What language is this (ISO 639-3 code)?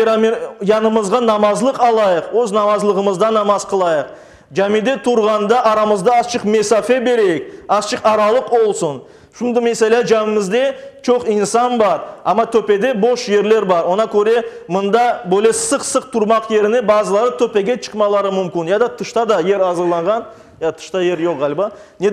crh